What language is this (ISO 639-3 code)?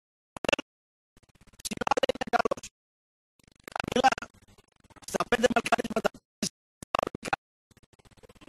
ell